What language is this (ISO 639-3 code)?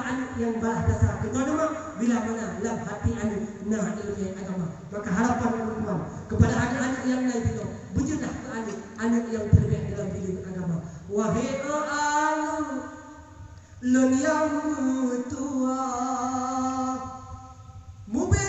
msa